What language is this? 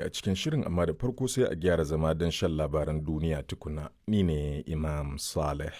Hausa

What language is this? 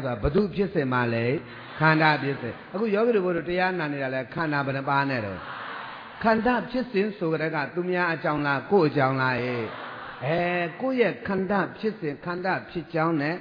Burmese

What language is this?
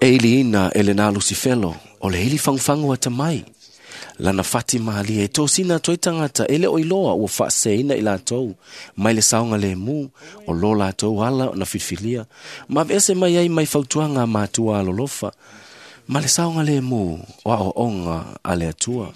Samoan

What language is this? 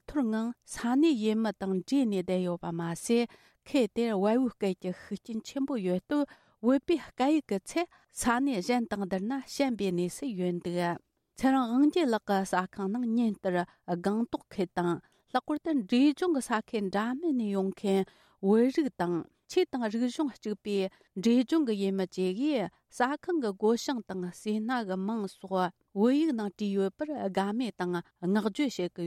Tibetan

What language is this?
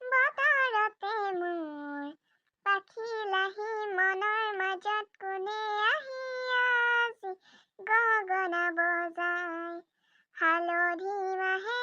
Assamese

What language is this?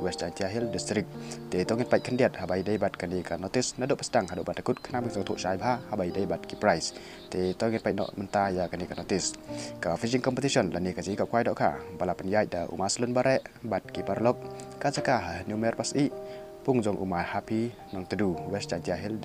Khasi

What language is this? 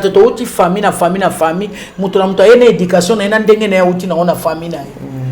Lingala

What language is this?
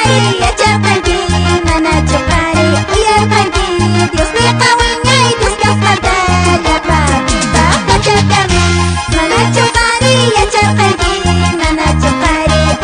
Quechua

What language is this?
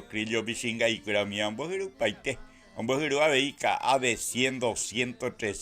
Guarani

